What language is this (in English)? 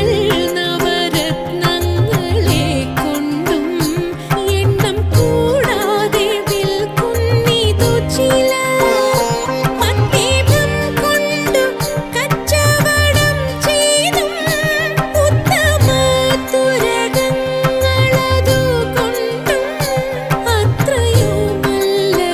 Malayalam